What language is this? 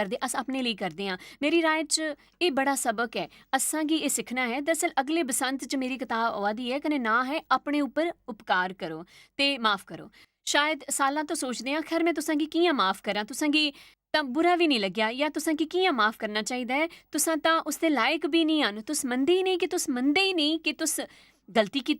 Dogri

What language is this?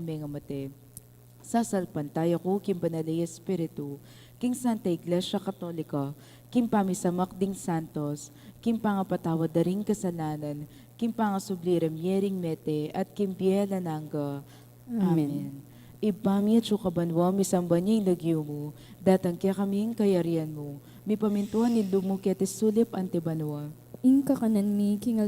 Pampanga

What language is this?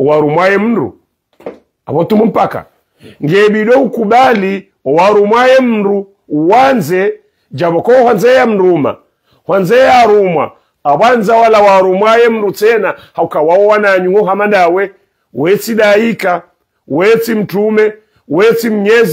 Swahili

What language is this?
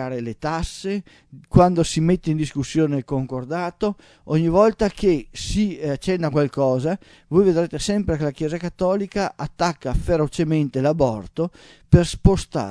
Italian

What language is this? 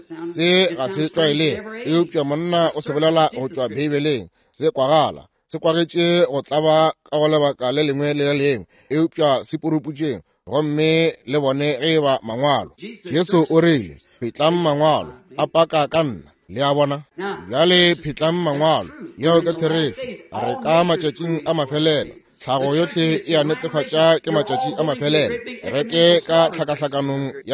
Northern Sotho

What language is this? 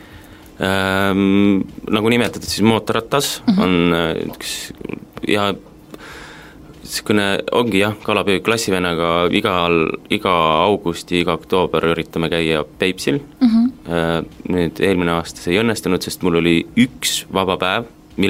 Estonian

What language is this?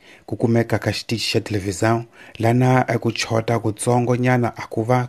Tsonga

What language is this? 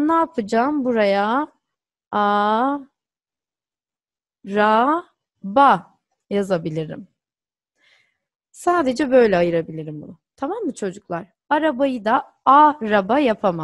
Turkish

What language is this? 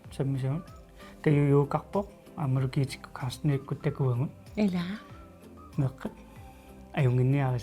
Kalaallisut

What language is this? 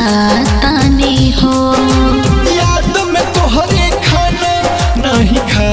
Bhojpuri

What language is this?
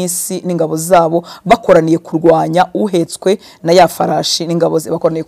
Kinyarwanda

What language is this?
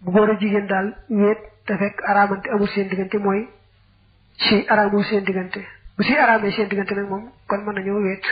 Wolof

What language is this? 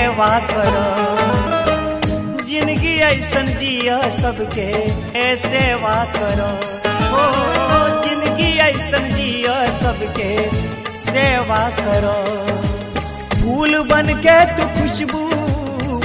Bhojpuri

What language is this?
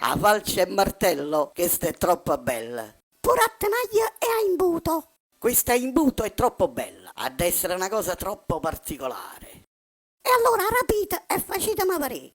Neapolitan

